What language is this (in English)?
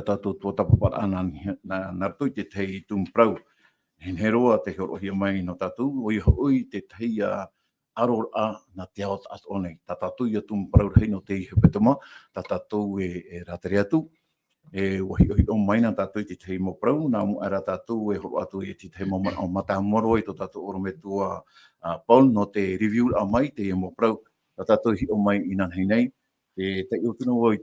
Tahitian